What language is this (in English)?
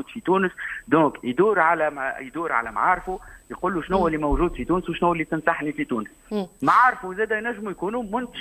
Tunisian Arabic